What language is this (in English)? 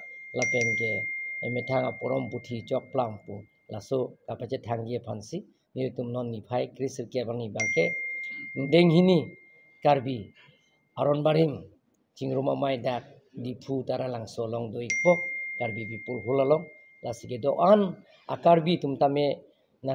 Karbi